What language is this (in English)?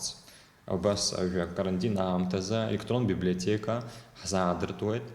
Abkhazian